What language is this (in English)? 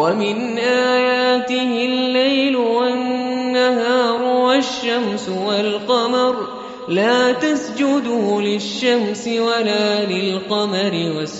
Arabic